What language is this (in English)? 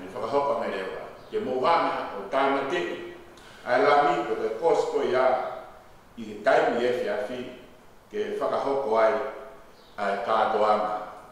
Tongan